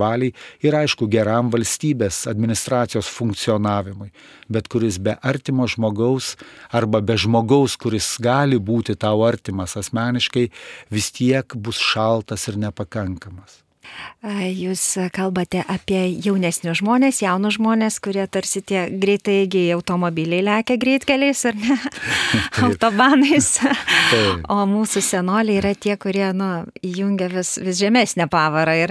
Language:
Lithuanian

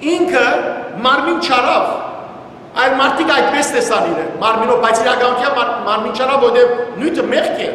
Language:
Western Armenian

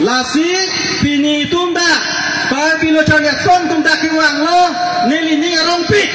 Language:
Karbi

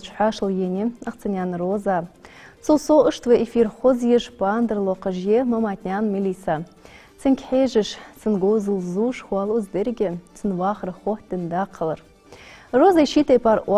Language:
Ingush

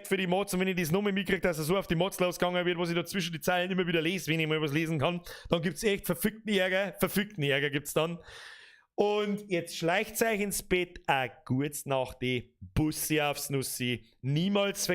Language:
Bavarian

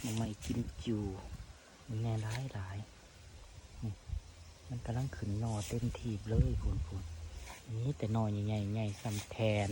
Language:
Northeastern Thai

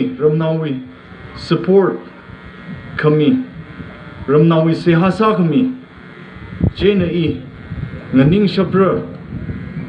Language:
Tangkhul Naga (India)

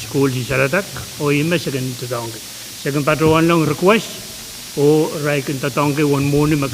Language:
Pohnpeian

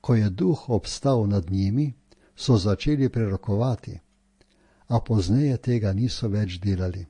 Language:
Slovenian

